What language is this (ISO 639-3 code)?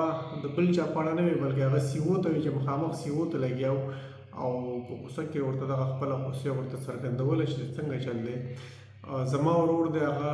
pus